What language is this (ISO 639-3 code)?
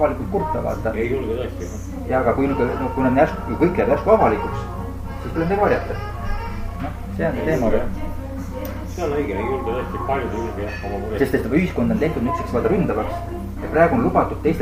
est